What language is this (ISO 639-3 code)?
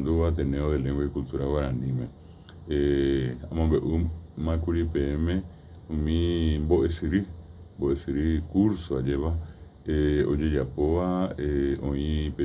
grn